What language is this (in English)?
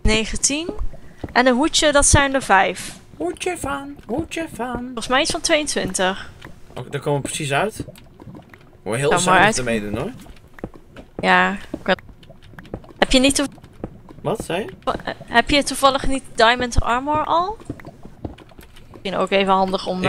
Dutch